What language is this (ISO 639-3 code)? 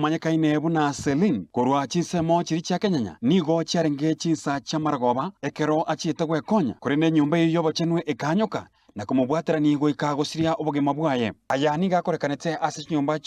guz